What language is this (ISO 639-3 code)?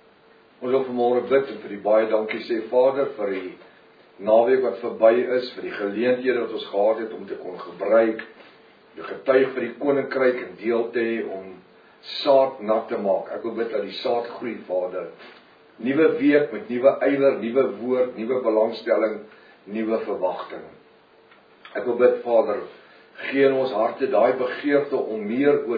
afr